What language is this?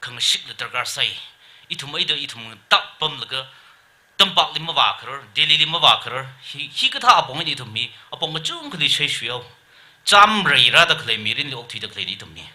Tangkhul Naga (India)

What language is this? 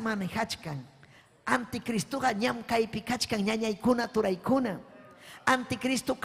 Ayacucho Quechua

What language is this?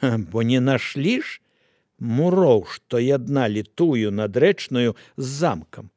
Belarusian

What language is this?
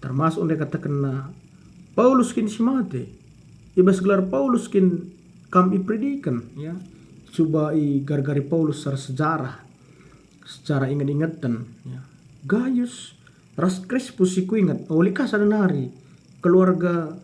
Batak Karo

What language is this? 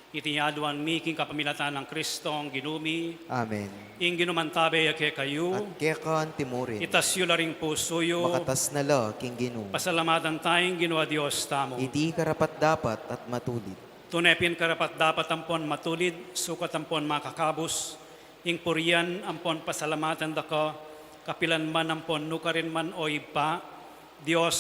Pampanga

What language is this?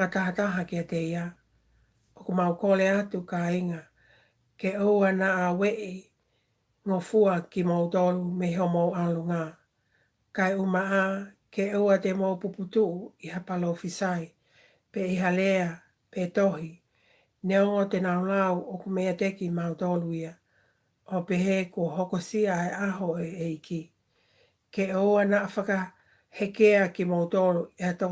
Tongan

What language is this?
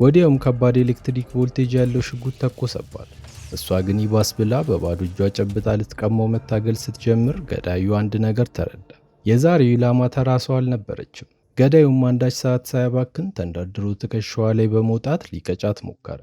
Amharic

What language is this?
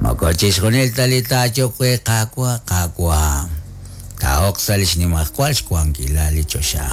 Kekchí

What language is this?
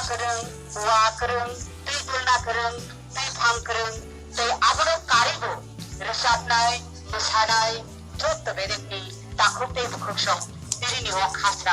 Kok Borok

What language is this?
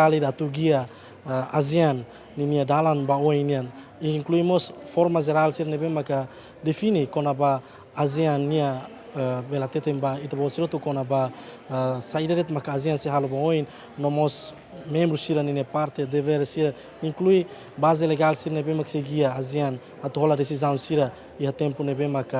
Tetum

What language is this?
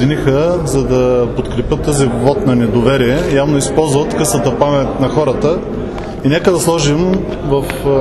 Bulgarian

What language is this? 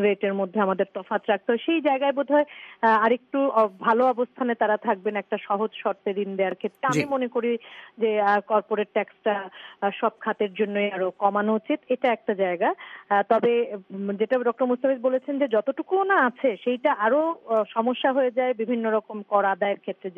Bangla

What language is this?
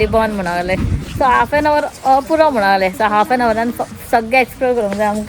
Konkani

